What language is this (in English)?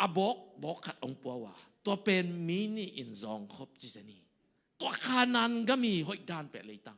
Tedim Chin